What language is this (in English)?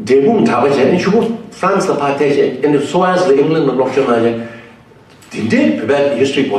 Tibetan